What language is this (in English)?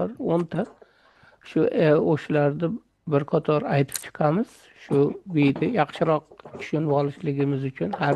Uzbek